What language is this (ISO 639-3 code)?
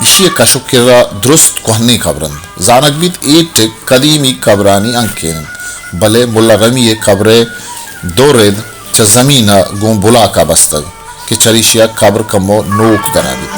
bal